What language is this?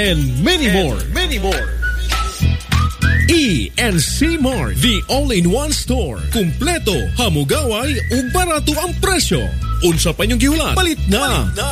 Cebuano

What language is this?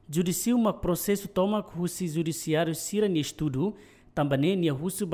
Tetum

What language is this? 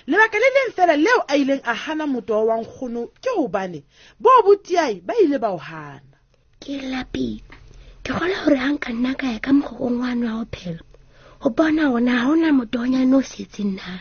Southern Sotho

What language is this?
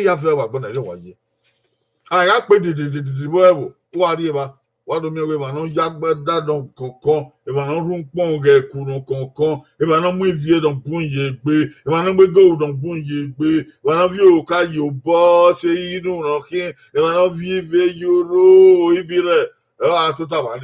Bini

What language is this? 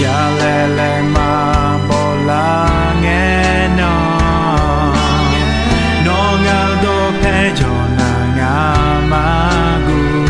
Akha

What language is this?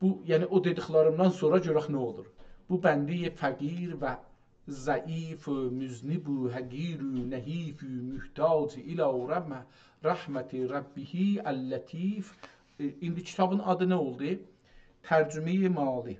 South Azerbaijani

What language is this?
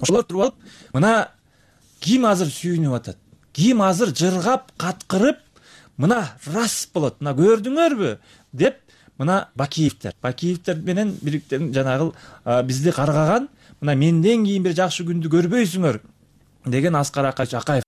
Kyrgyz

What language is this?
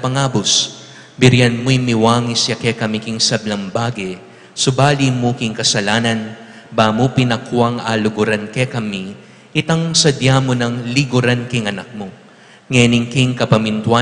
Pampanga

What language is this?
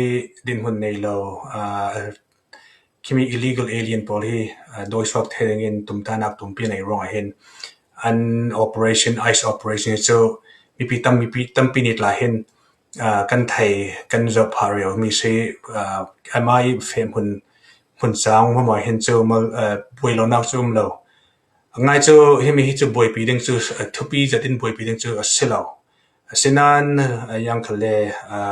Falam Chin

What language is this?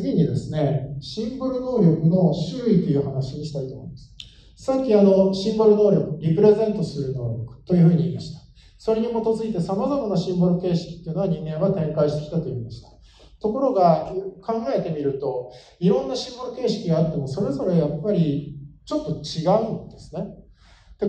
Japanese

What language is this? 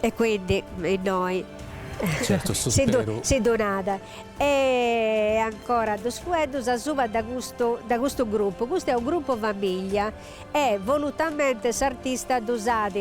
Sardinian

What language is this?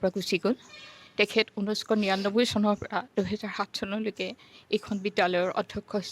Assamese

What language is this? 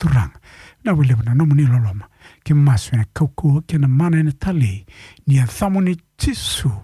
Fijian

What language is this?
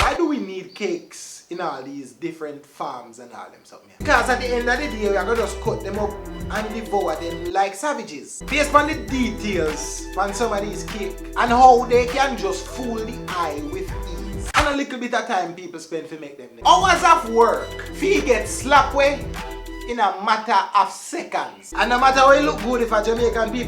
Jamaican Creole English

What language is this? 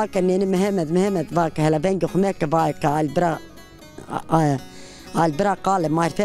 Zaza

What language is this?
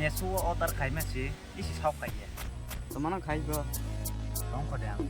Kok Borok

